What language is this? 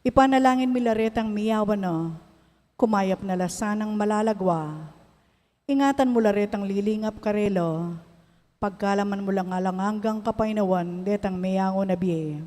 Pampanga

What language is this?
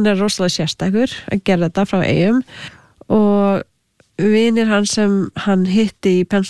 Icelandic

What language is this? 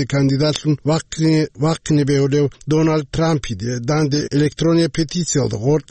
Avaric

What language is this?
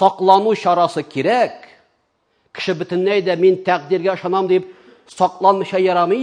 Tatar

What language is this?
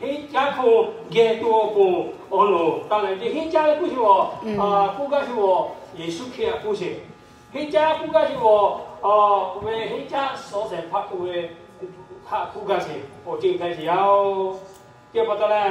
Lahu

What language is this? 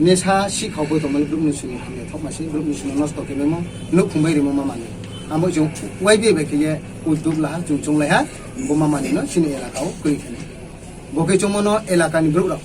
Riang (India)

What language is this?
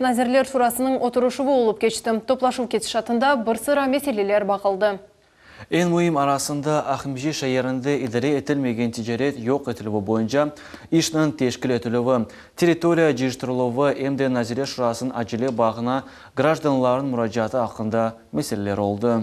Crimean Tatar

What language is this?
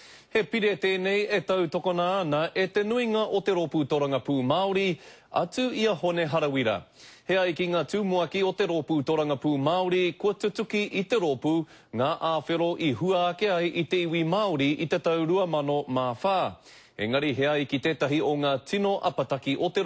Māori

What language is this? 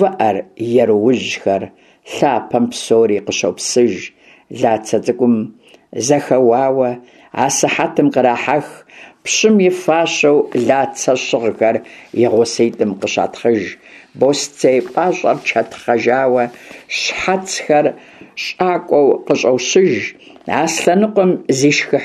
Kabardian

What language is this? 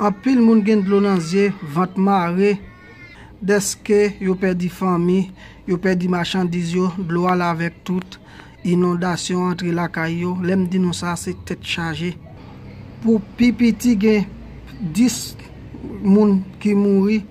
Haitian Creole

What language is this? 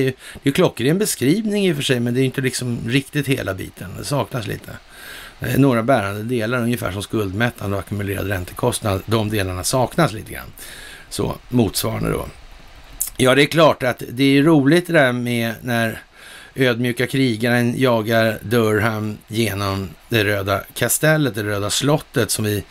Swedish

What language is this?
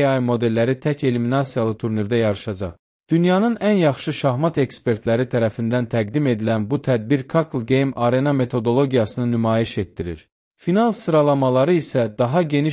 Azerbaijani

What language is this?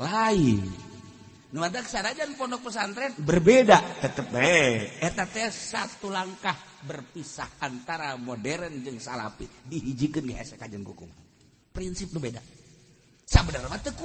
Sundanese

